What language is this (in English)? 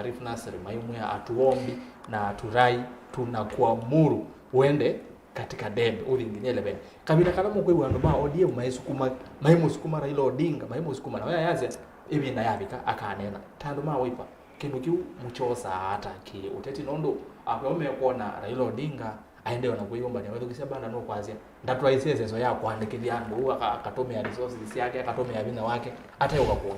Kamba